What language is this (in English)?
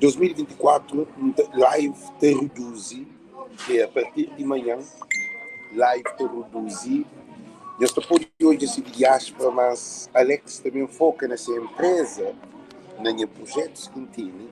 Kabuverdianu